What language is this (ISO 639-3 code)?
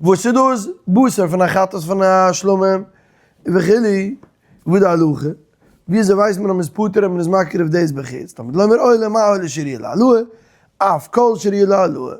yid